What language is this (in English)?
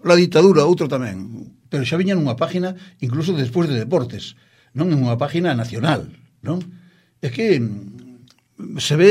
Galician